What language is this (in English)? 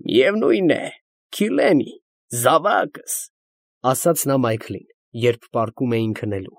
Armenian